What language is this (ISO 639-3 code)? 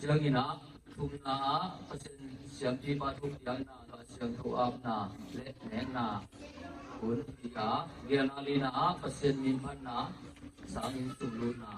ctd